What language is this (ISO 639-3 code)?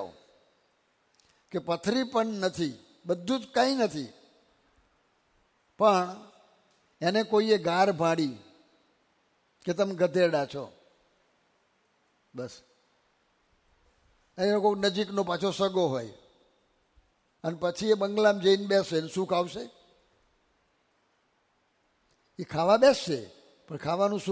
guj